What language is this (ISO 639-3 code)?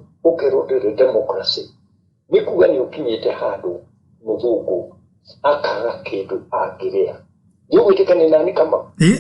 kik